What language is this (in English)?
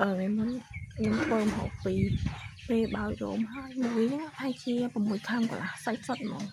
Khmer